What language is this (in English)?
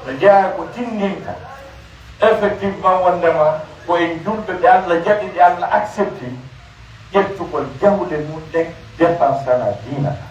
Pular